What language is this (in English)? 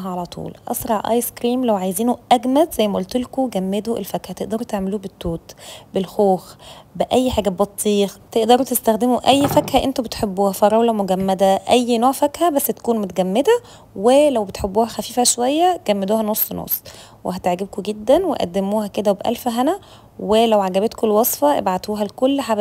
Egyptian Arabic